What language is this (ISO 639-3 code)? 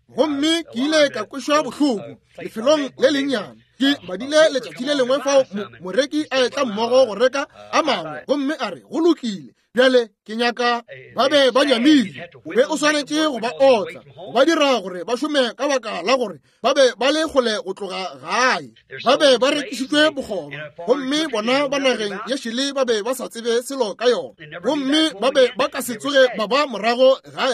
nso